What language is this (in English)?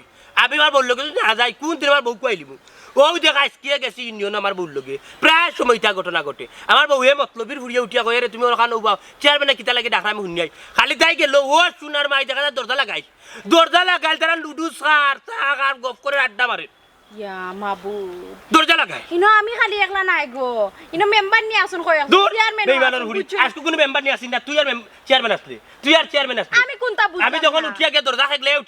Sylheti